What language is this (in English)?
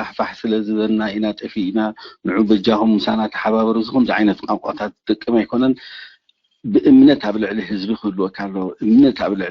Tigrinya